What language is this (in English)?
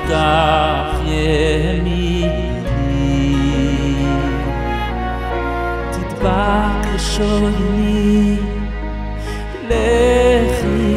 Hebrew